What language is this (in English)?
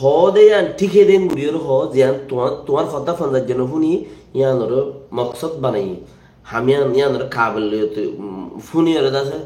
Rohingya